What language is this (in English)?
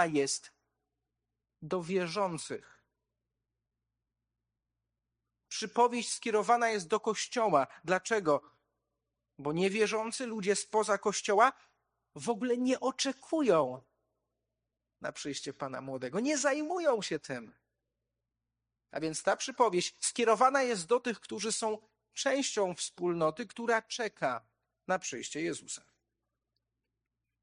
Polish